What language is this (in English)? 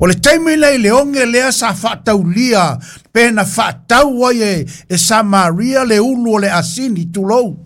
Samoan